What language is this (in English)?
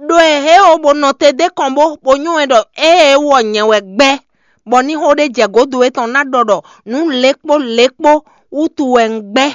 Fon